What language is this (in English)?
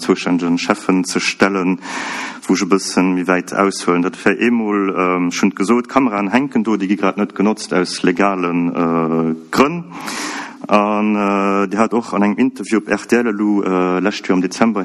Luxembourgish